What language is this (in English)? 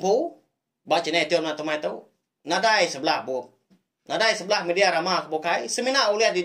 Iban